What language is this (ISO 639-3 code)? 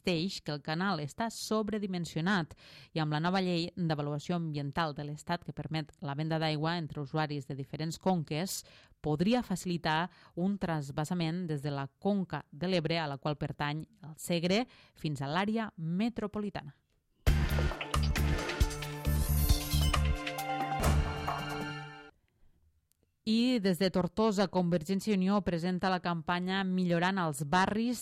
cat